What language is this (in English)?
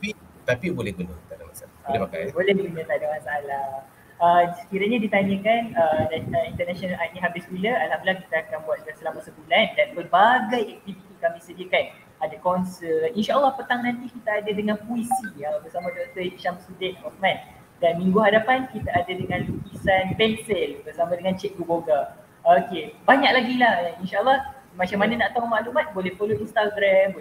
Malay